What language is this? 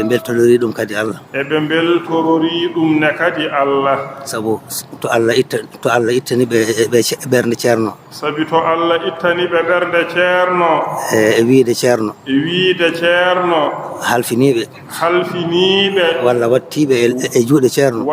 Fula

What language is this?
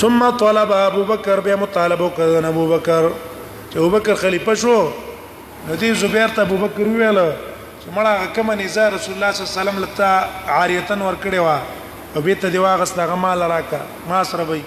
Pashto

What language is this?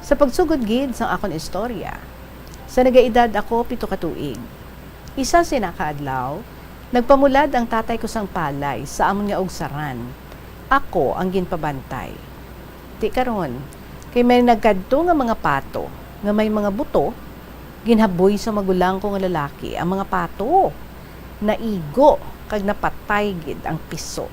Hiligaynon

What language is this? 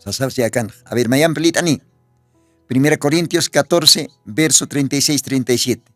Aymara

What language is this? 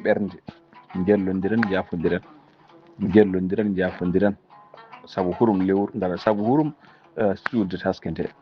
Fula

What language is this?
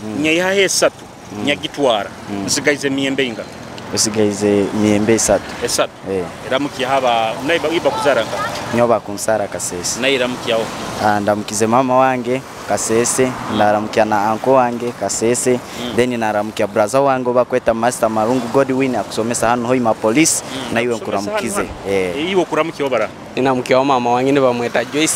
Nyoro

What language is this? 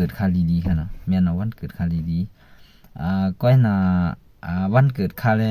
Shan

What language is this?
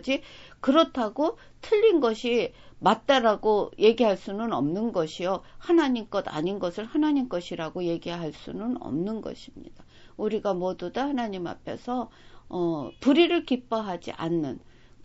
Korean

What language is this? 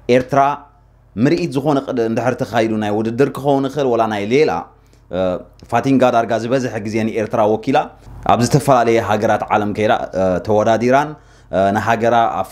Tigrinya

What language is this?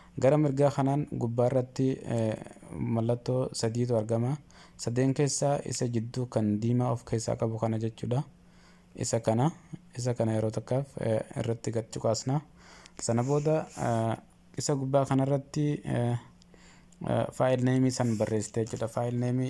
Oromo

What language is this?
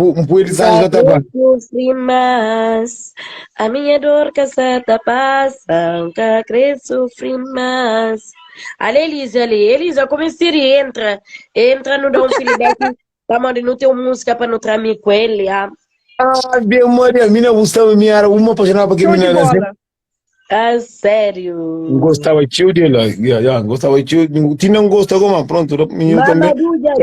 Kabuverdianu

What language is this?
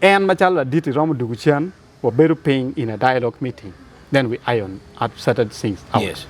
Acoli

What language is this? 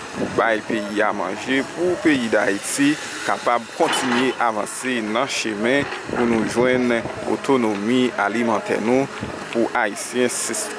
Haitian Creole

